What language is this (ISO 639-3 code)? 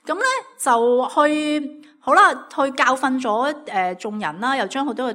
yue